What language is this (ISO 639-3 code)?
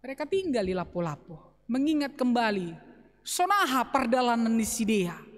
bts